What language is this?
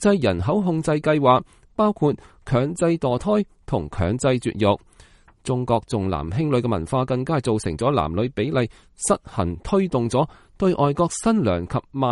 Cantonese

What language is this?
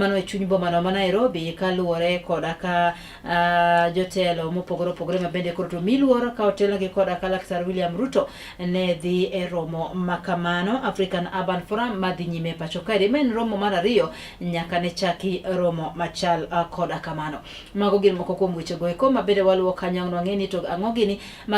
Luo (Kenya and Tanzania)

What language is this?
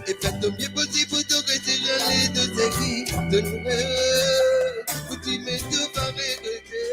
Morisyen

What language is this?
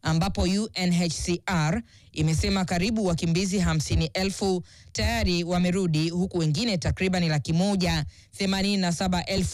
Swahili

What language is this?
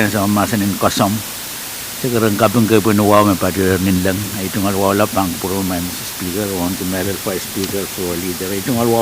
Pohnpeian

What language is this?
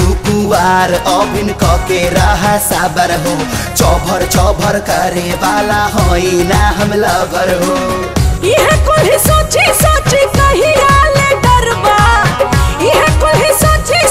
Bhojpuri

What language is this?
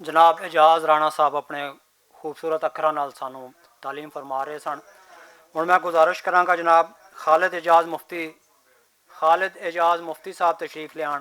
Western Panjabi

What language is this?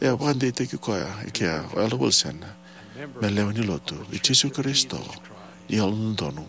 Fijian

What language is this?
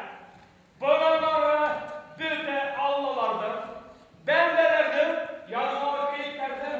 Bashkir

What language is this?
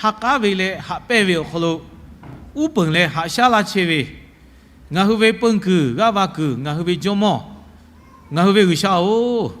Lahu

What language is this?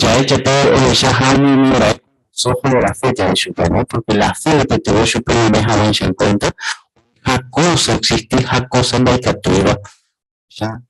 Guarani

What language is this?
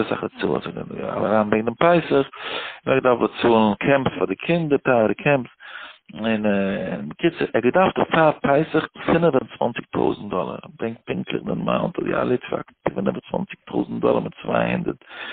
Yiddish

